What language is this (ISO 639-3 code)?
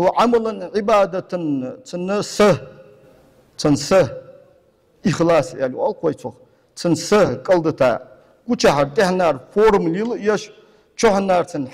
inh